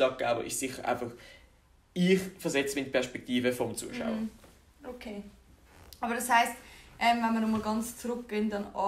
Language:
Swiss German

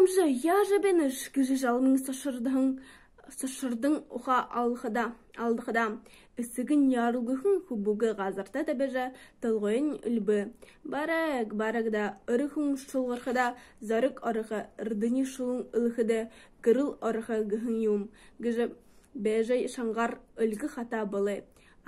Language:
Buriat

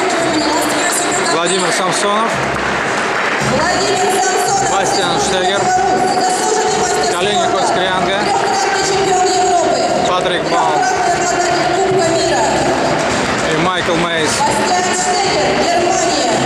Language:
Russian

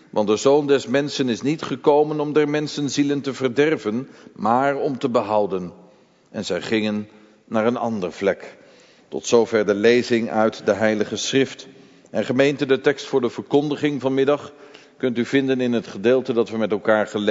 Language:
Dutch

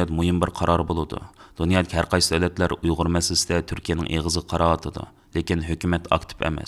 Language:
Uyghur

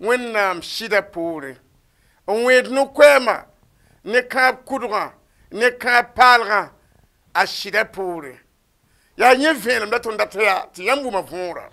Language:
Mossi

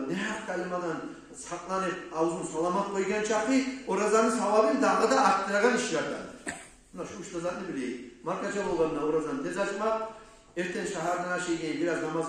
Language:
Kumyk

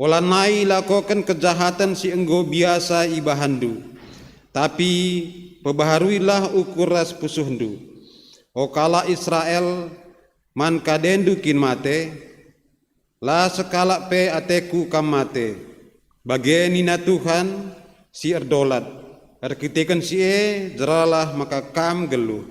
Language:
Batak Karo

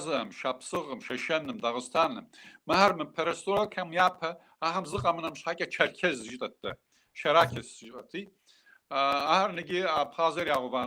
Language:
Kabardian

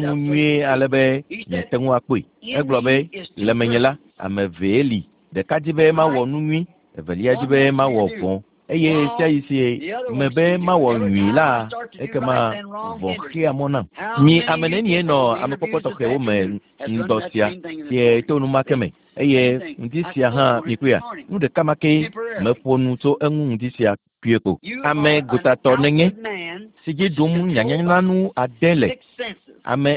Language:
Ewe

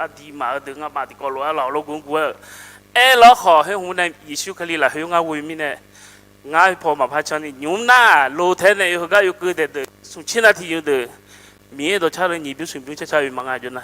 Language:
Akha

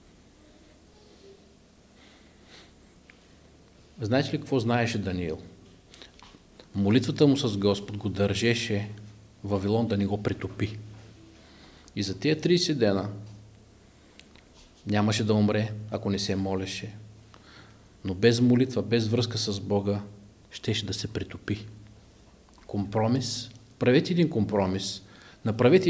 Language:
Bulgarian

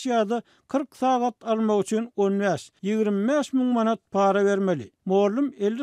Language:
Turkmen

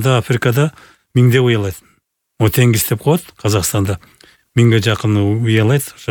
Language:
Kyrgyz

